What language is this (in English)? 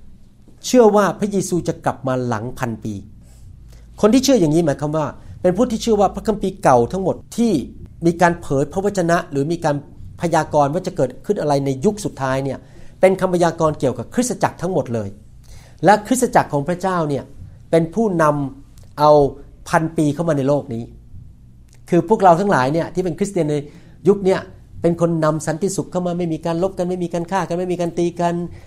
Thai